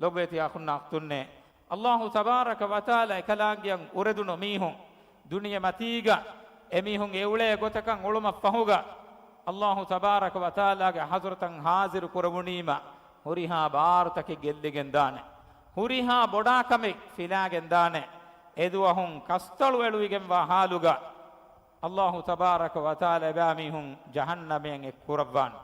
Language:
Divehi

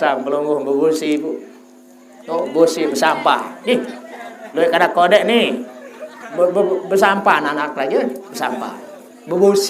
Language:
Sasak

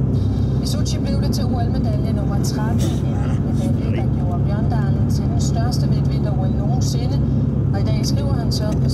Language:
Danish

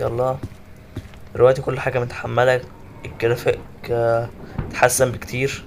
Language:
Egyptian Arabic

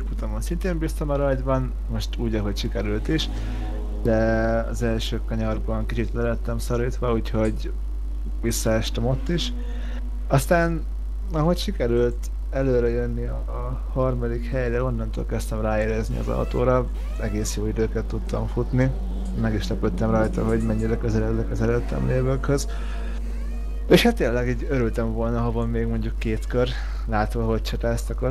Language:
Hungarian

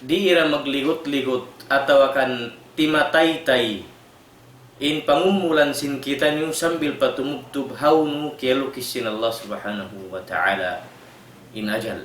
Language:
Tausug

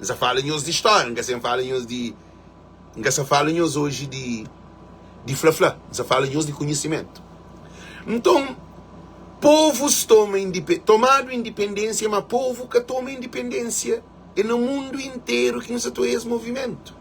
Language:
Kabuverdianu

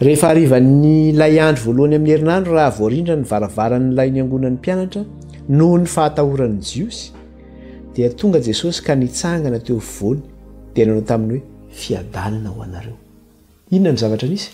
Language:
Malagasy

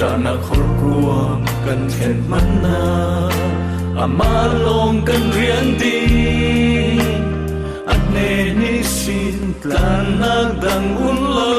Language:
Falam Chin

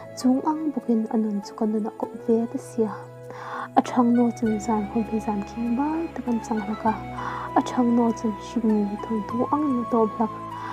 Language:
Hmar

